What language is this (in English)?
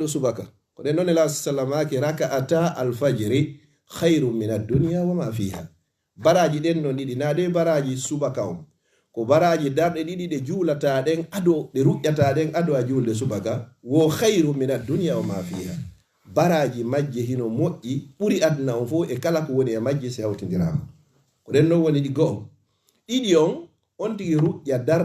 Fula